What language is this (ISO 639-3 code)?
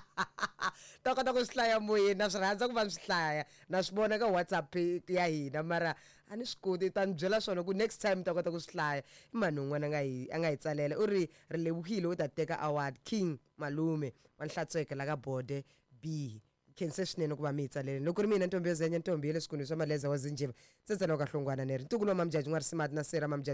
tso